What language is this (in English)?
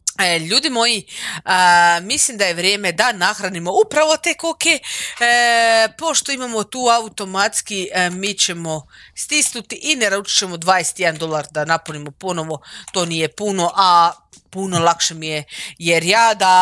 Croatian